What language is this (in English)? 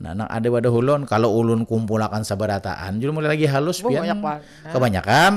Banjar